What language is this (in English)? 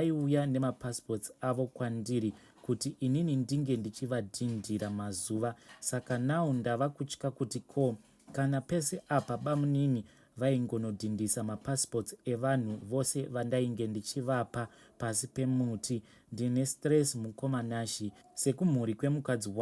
Shona